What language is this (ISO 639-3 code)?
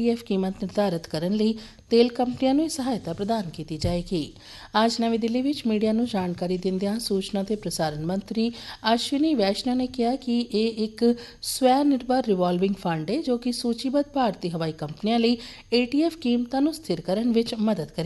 pan